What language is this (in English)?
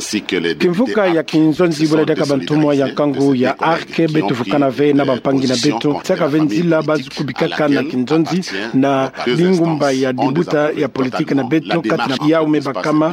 Kituba (Democratic Republic of Congo)